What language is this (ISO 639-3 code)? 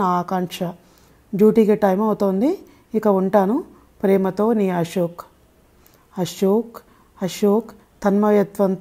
tel